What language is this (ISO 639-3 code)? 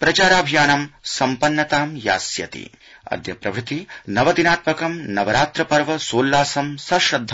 san